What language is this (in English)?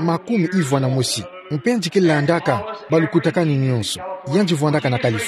Kituba (Democratic Republic of Congo)